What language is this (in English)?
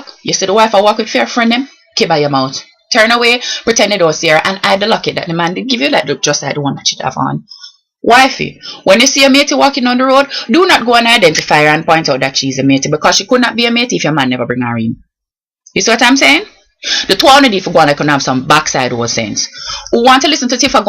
Jamaican Creole English